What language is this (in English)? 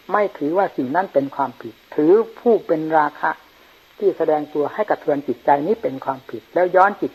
Thai